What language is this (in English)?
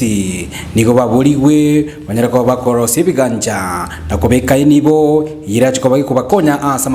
Gusii